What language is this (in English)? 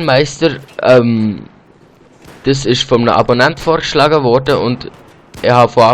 Swiss German